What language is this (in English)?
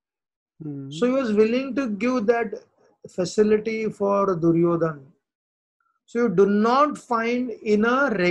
English